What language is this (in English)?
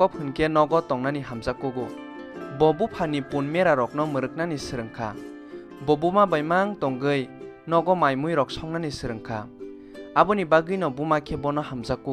Kok Borok